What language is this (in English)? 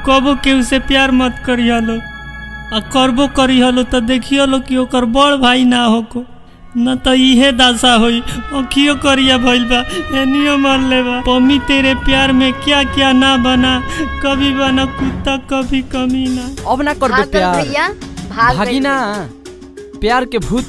Bhojpuri